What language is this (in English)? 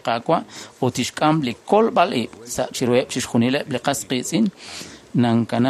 Kekchí